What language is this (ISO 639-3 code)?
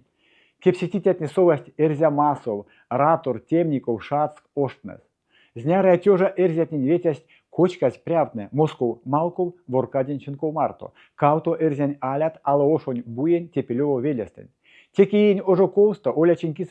myv